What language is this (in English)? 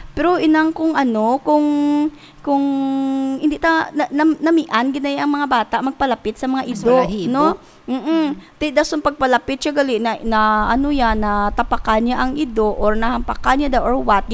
Hiligaynon